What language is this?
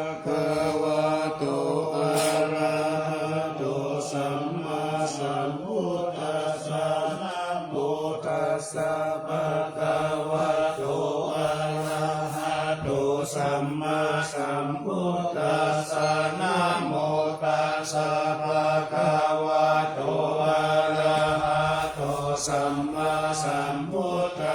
Pali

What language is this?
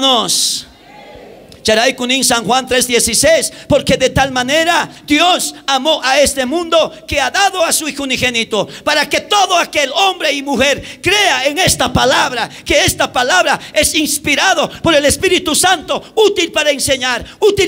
South Bolivian Quechua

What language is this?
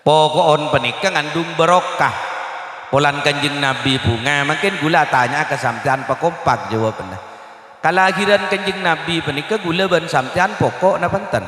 Madurese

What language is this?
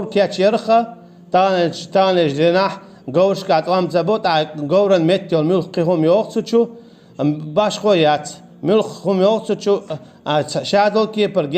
Chechen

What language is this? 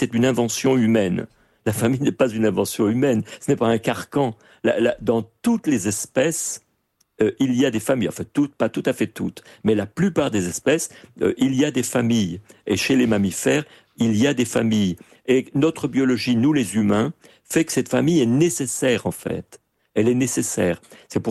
French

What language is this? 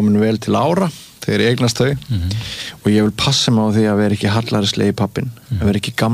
Icelandic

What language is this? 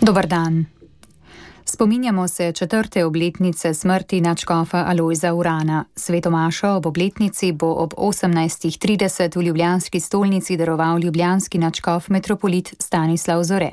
Slovenian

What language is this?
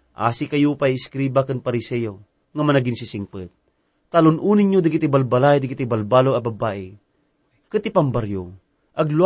Iloko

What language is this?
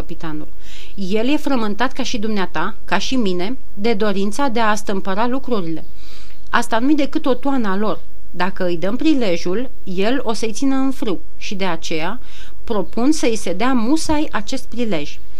Romanian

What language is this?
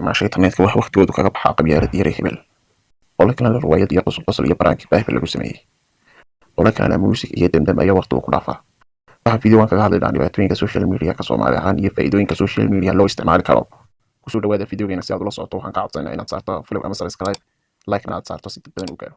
Somali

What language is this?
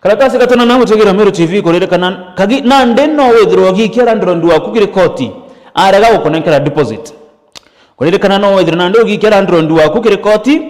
Meru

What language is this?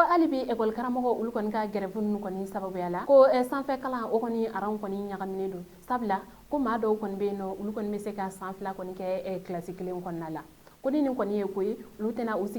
Bambara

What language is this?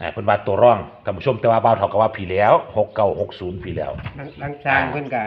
Northeastern Thai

